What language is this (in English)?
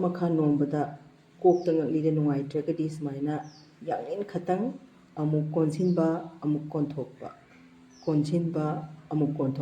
Manipuri